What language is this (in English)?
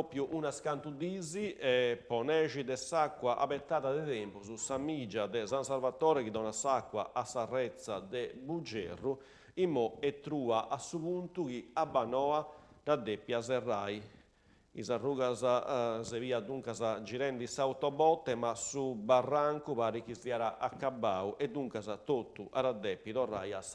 Sardinian